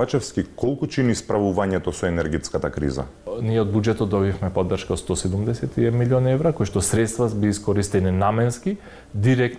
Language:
Macedonian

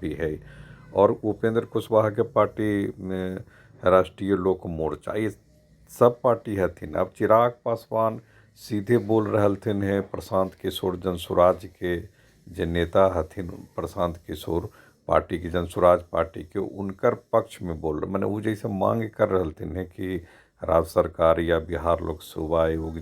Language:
Magahi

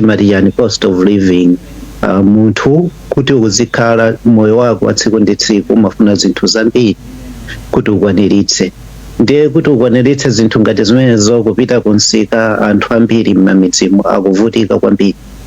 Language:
Nyanja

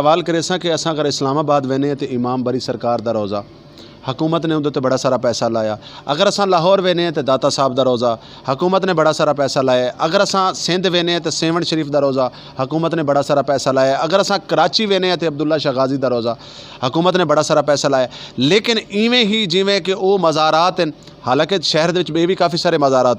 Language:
Saraiki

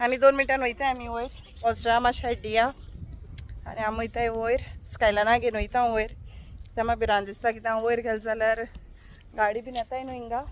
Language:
Konkani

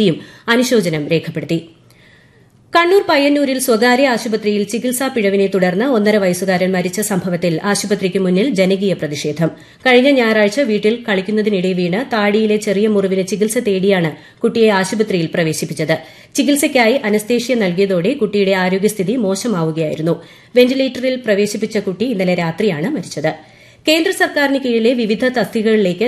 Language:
Malayalam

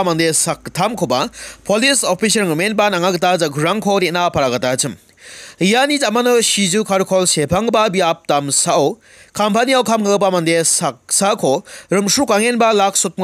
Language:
Garo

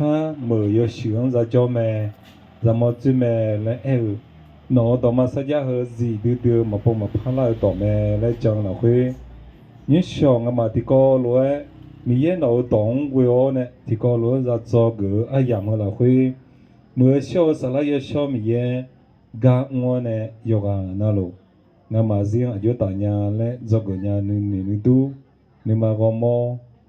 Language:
Akha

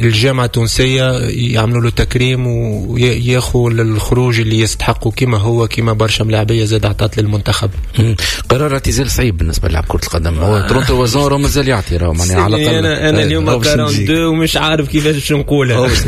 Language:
Tunisian Arabic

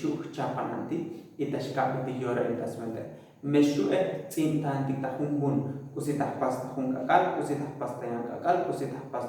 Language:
Tzotzil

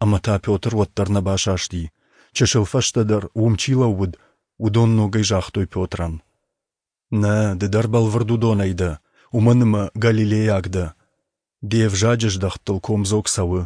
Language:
Ossetic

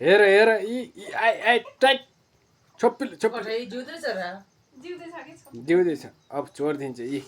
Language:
Nepali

